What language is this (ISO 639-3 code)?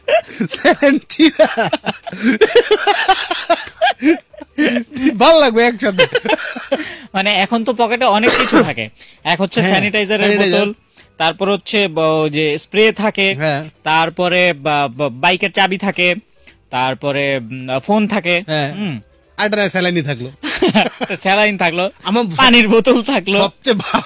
ben